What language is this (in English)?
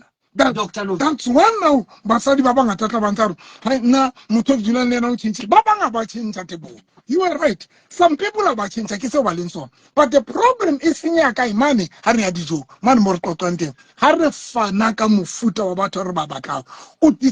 Southern Sotho